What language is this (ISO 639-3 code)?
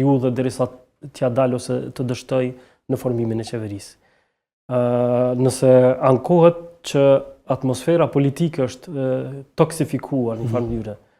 sqi